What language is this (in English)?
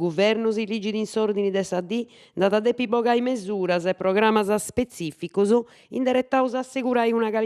Sardinian